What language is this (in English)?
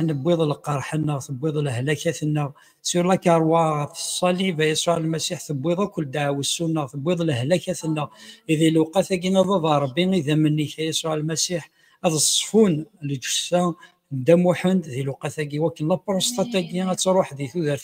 Kabyle